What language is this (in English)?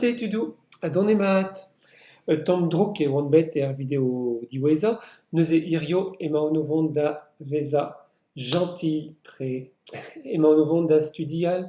Breton